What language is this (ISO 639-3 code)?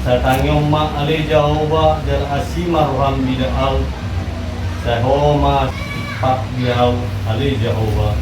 bbc